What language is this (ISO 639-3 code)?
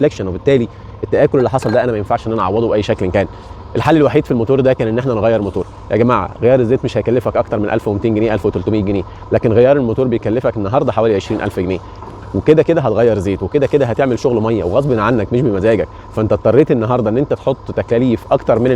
arz